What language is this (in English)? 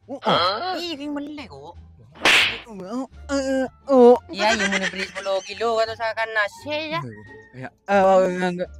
Madurese